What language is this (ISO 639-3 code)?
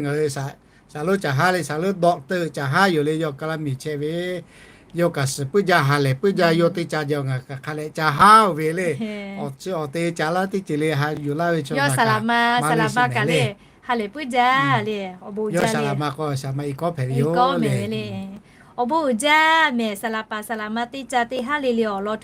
lhu